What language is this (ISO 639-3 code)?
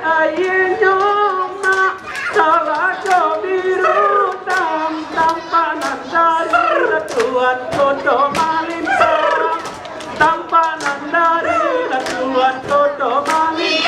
min